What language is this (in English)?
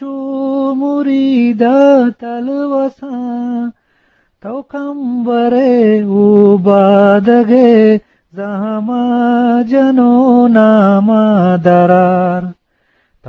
Eastern Balochi